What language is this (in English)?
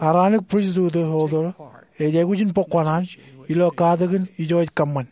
Marshallese